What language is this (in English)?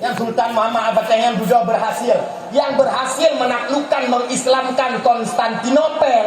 Achinese